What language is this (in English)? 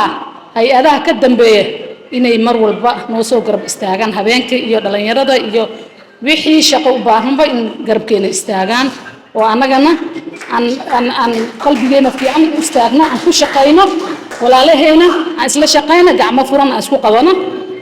Somali